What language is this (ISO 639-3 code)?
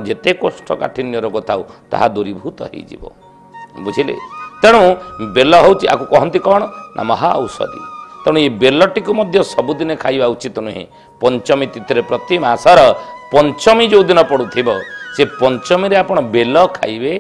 ori